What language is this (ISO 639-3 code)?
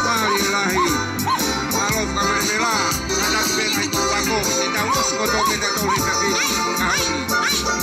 ton